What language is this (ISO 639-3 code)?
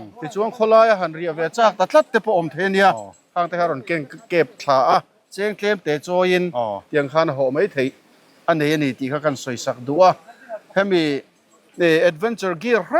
lus